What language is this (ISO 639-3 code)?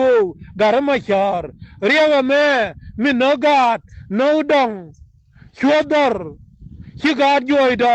nus